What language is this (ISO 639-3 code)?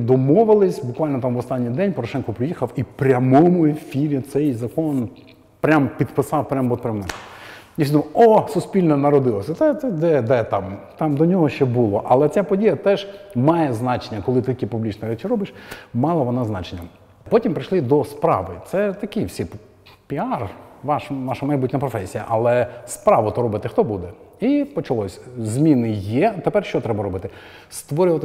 ukr